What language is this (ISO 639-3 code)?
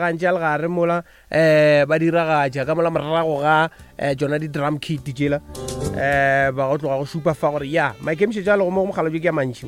nso